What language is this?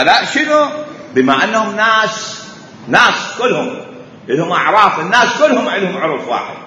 Mesopotamian Arabic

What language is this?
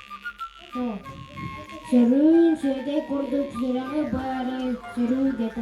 Yakut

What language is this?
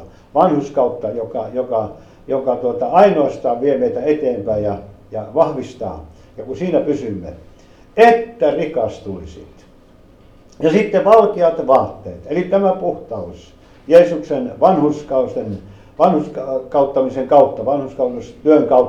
Finnish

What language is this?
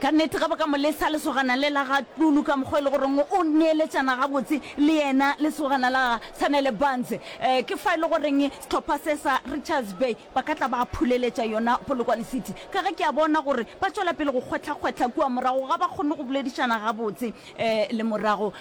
Northern Sotho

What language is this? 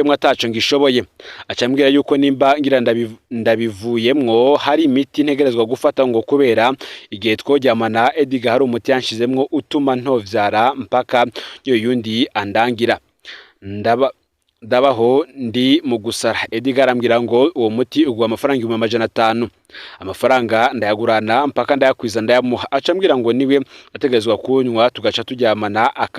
Rundi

